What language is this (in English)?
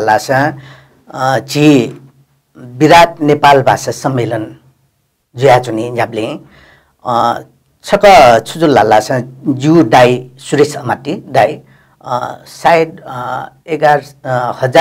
Newari